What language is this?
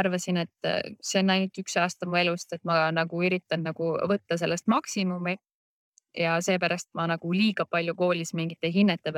Estonian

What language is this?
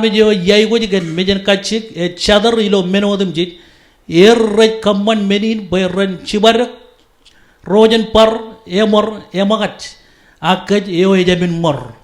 Marshallese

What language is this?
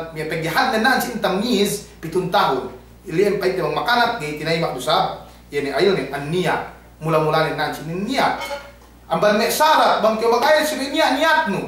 Yakan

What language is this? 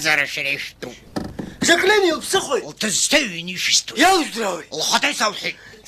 Abkhazian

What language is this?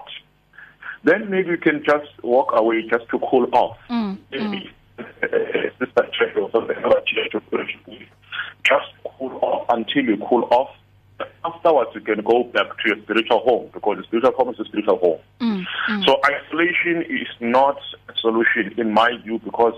English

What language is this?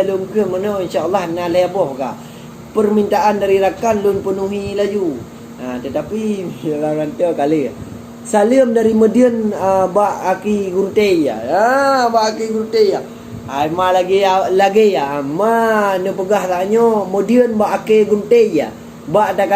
Achinese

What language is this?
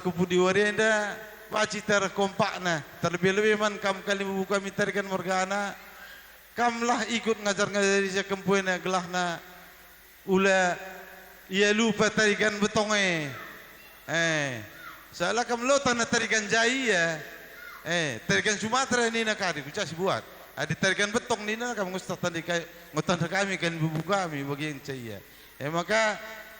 Batak Karo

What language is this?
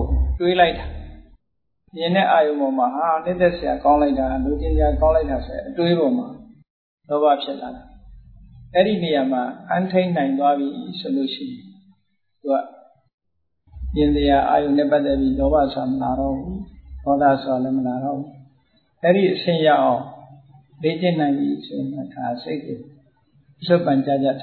Burmese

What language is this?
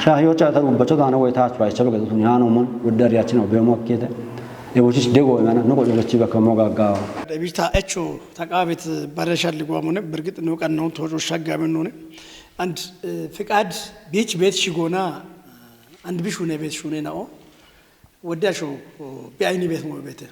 Kafa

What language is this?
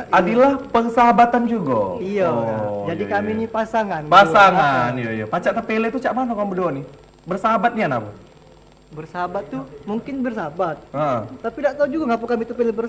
Musi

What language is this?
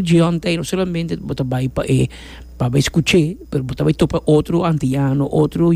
Papiamento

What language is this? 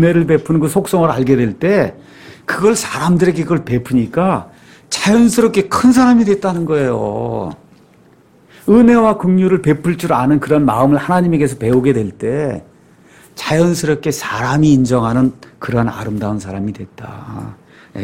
Korean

